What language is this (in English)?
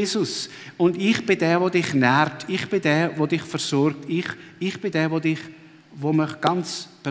Swiss German